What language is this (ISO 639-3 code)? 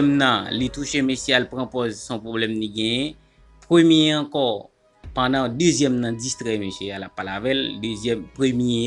hat